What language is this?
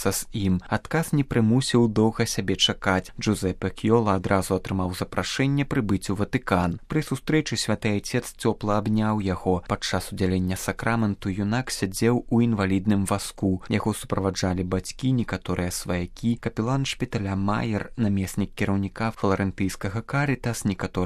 Belarusian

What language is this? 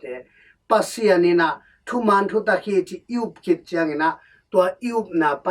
Tedim Chin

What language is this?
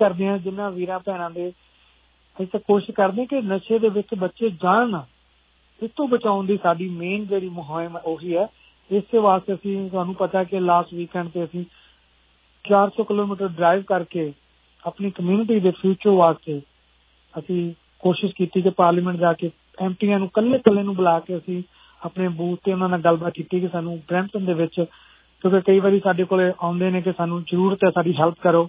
Punjabi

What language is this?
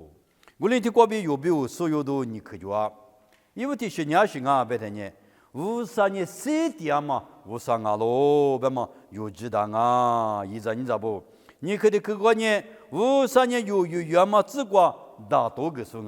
Lisu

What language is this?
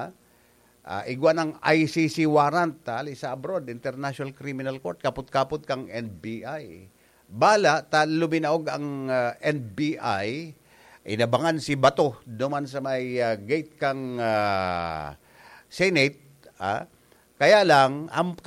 Bikol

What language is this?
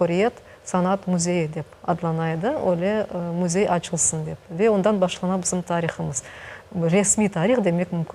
Crimean Tatar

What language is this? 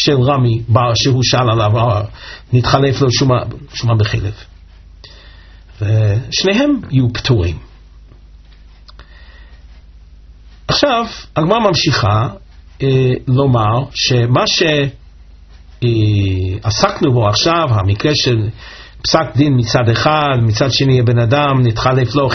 Hebrew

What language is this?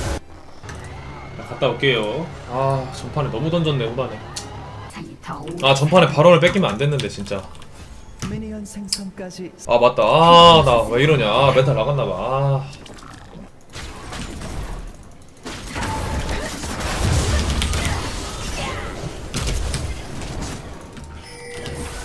Korean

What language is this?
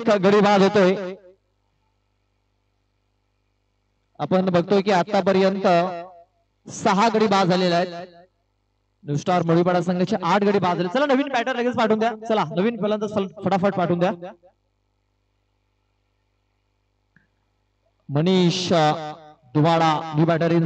Marathi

